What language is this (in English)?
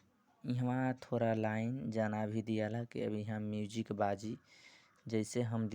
Bhojpuri